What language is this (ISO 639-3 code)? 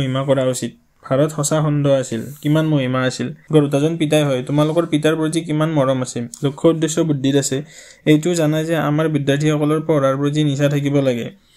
asm